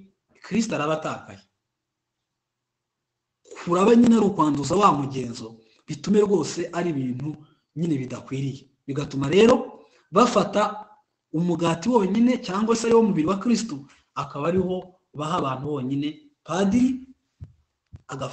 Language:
Kinyarwanda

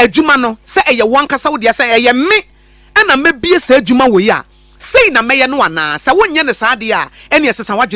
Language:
Akan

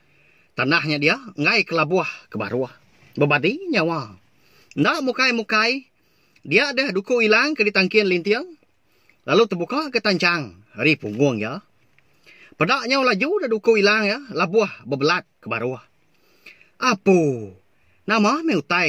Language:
Iban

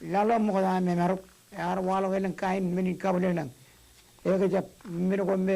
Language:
Marshallese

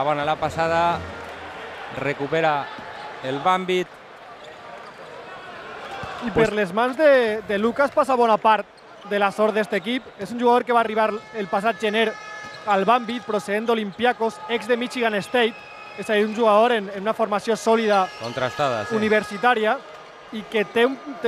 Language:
Catalan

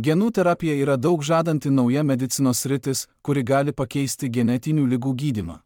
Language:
Lithuanian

